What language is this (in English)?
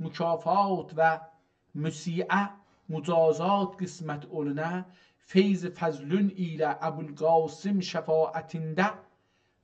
South Azerbaijani